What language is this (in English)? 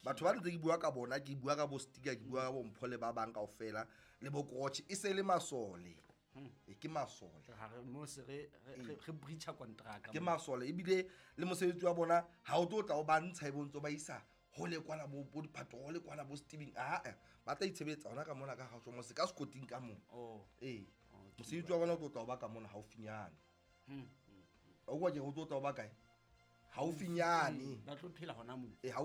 Southern Sotho